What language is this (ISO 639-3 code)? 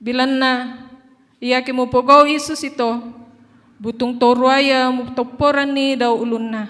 sda